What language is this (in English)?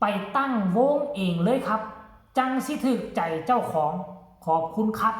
Northeastern Thai